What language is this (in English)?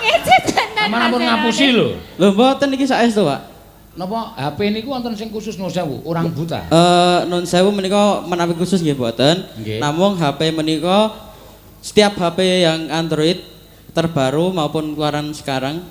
Javanese